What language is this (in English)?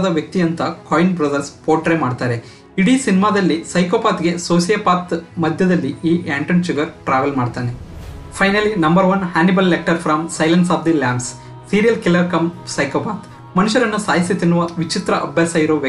Kannada